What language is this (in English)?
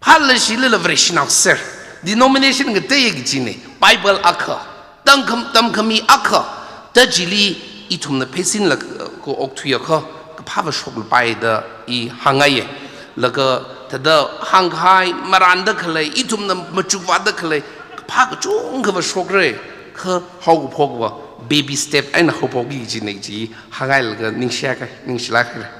Tangkhul Naga (India)